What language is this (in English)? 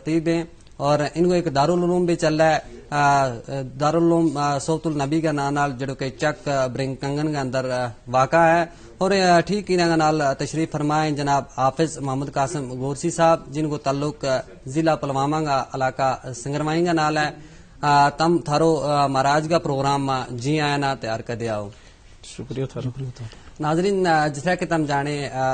Gujari